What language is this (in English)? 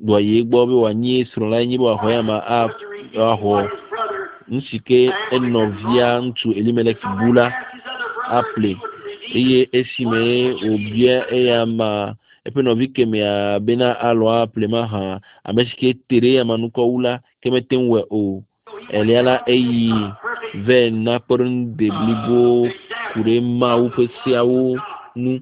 Ewe